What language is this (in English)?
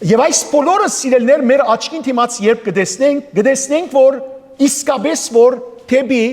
Western Armenian